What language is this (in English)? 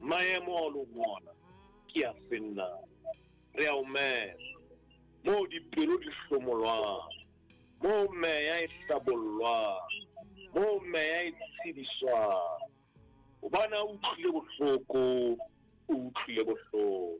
Southern Sotho